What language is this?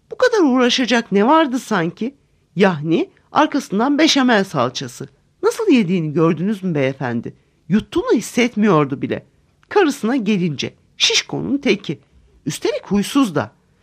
Turkish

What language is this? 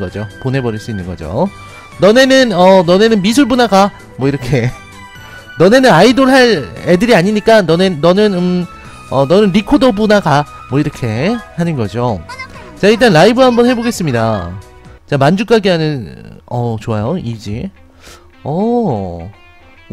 Korean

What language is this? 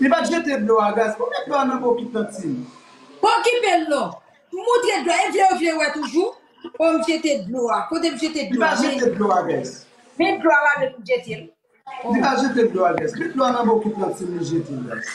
Haitian Creole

